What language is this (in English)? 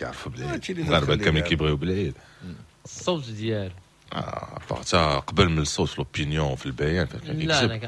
Moroccan Arabic